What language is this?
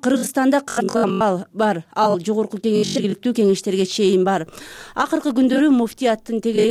Kyrgyz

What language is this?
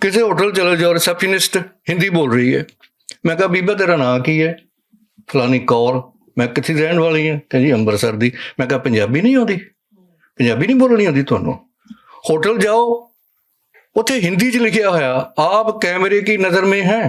Western Panjabi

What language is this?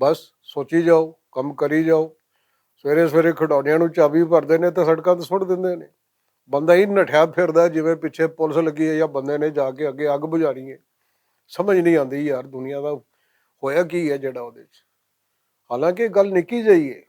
Western Panjabi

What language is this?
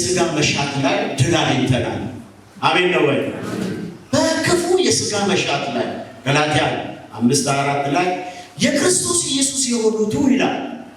Amharic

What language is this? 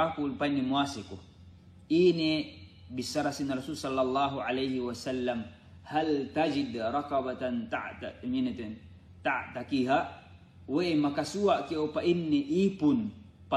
Yakan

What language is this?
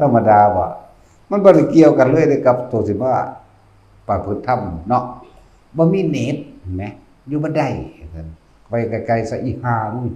Northeastern Thai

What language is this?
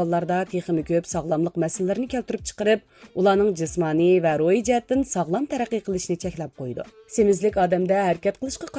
Uyghur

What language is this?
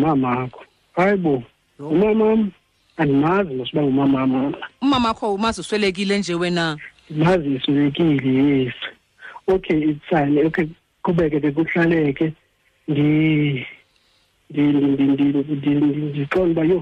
Xhosa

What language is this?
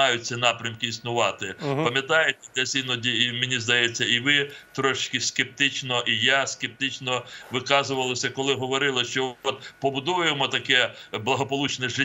Ukrainian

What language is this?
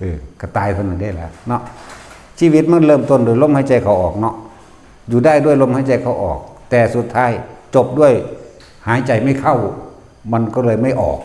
Northeastern Thai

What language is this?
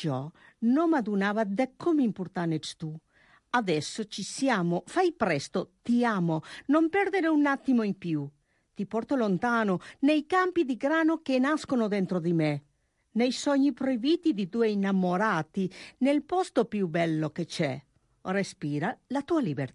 Italian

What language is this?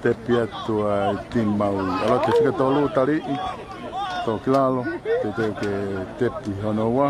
Tongan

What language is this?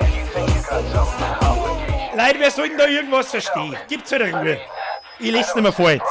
Bavarian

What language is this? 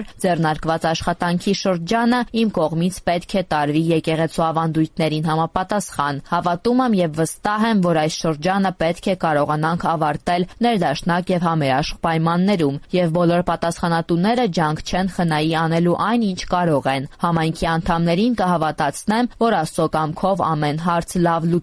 Armenian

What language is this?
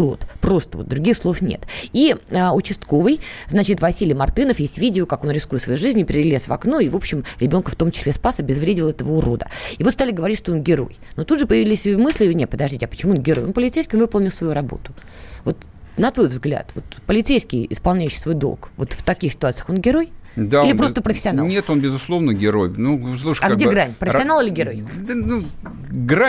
Russian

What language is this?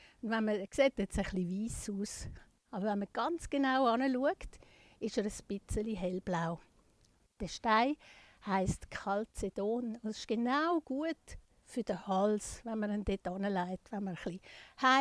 Swiss German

